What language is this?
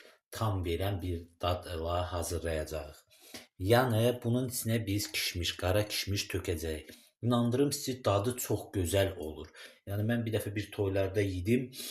Azerbaijani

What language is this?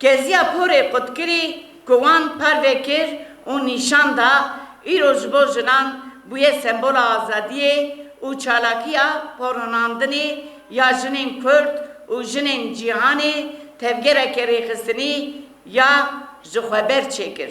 Kurdish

